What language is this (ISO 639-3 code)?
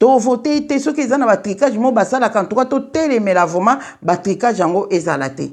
lin